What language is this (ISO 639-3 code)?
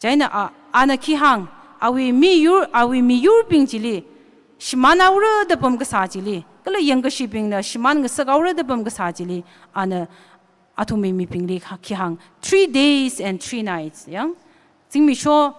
nmf